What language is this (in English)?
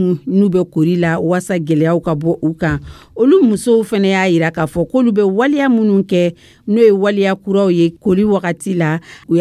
Dyula